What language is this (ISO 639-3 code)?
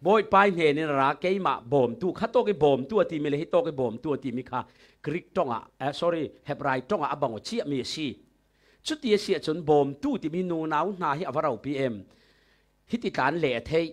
cfm